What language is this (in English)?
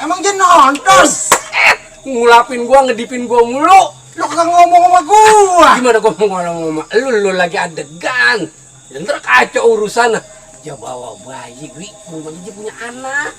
Betawi